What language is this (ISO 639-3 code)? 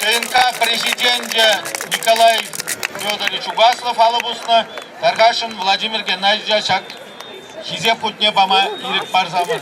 chv